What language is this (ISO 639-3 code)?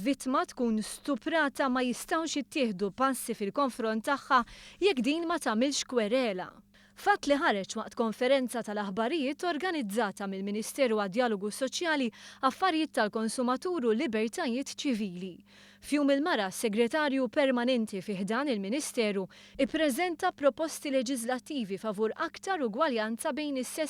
mlt